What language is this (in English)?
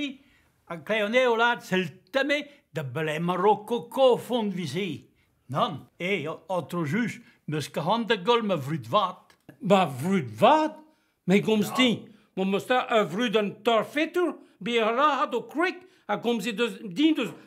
Breton